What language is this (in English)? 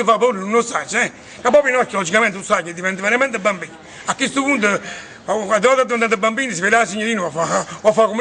Neapolitan